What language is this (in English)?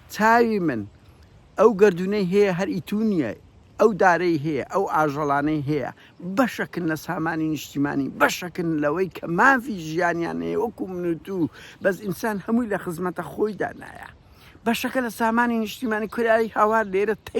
Central Kurdish